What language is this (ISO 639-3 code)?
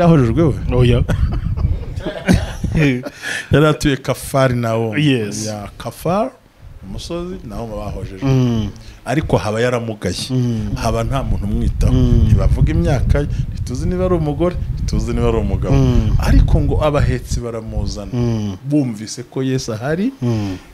kin